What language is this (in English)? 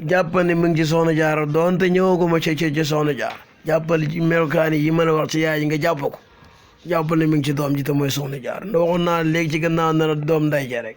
Wolof